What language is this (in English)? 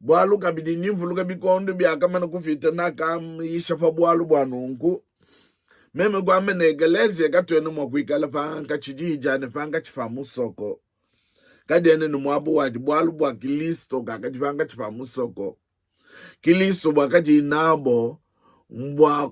Luba-Lulua